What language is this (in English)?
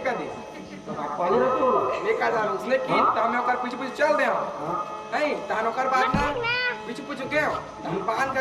Chhattisgarhi